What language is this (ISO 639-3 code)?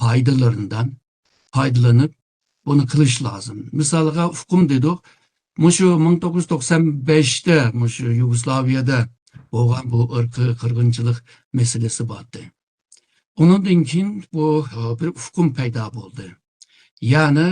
uig